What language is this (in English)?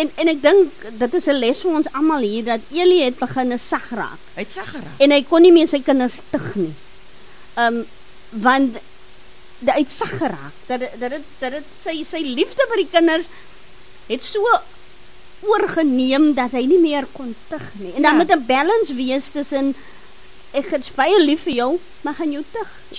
Afrikaans